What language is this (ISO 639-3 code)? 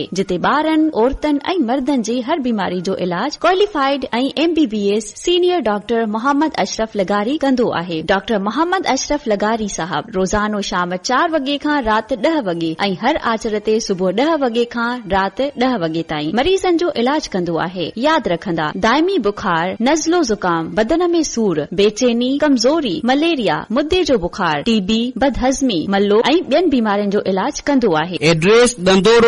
snd